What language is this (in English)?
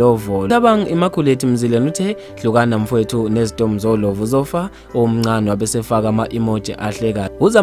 Zulu